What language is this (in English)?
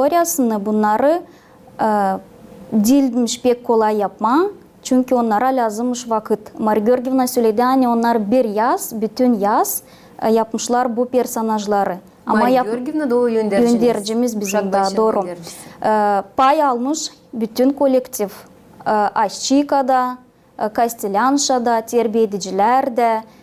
Gagauz